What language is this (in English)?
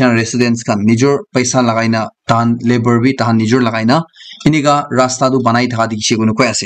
Naga Pidgin